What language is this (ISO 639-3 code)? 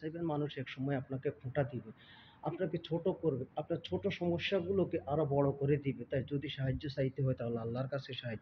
ben